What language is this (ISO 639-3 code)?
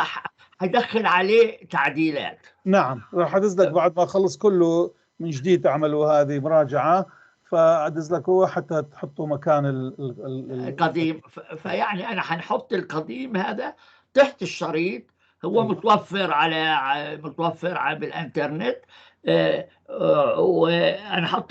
apc